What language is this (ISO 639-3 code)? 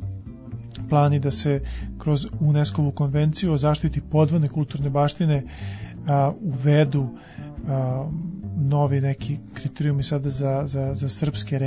srp